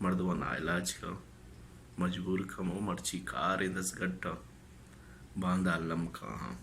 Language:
Baluchi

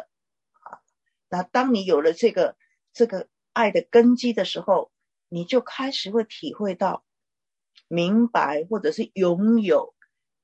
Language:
Chinese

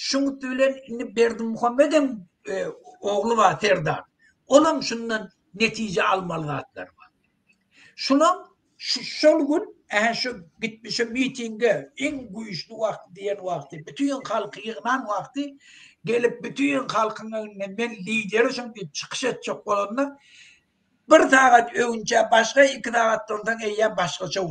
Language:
Turkmen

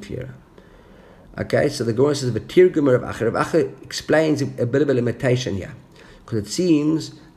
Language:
English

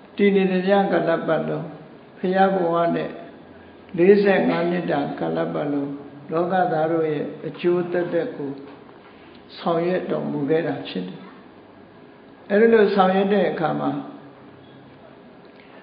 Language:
Burmese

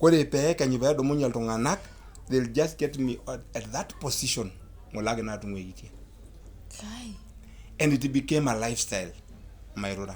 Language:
Masai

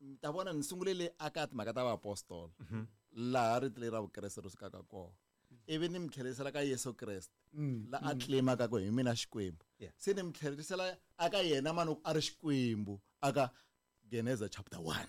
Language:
Tsonga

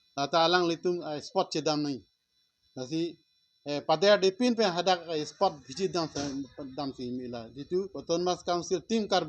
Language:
Karbi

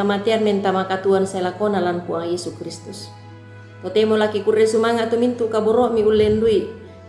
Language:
Toraja-Sa'dan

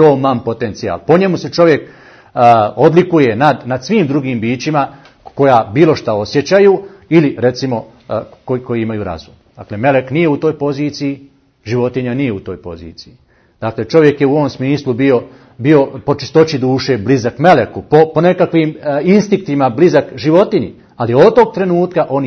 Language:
Bosnian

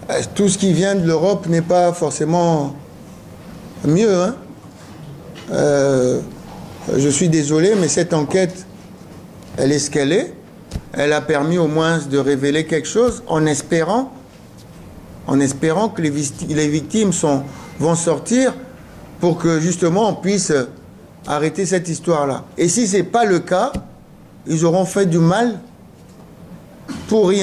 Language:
French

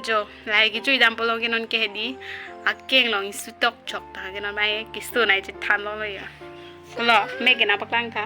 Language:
Karbi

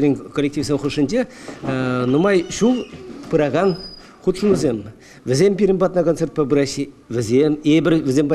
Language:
Chuvash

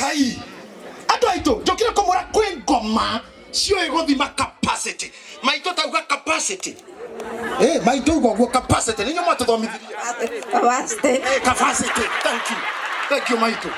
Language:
Kikuyu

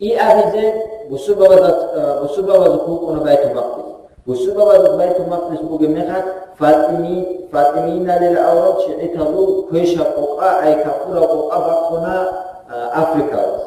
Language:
Avaric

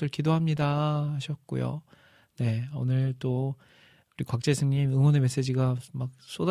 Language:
Korean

